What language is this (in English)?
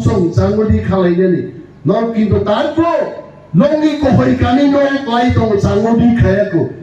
Kok Borok